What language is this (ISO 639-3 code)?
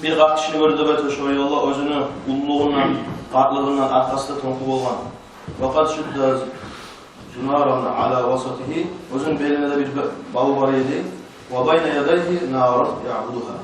kum